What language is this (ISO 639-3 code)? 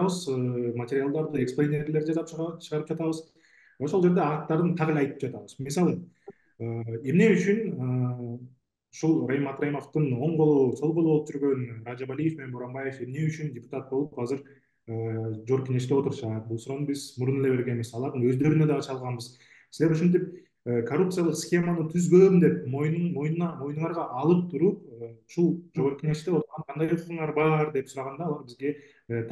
kir